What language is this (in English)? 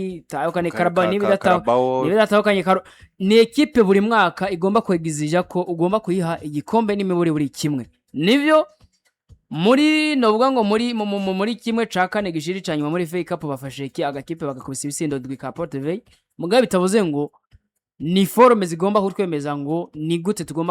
Rundi